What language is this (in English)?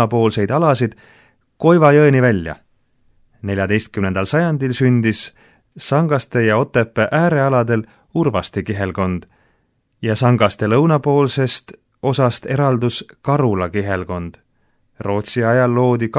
Estonian